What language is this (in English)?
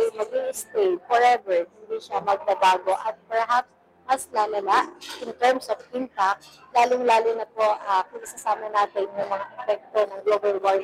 Filipino